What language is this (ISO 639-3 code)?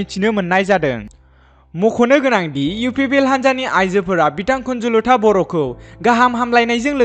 brx